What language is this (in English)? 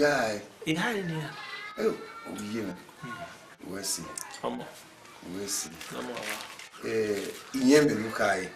Bini